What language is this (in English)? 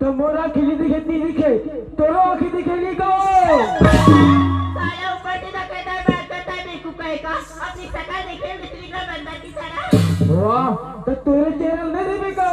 Chhattisgarhi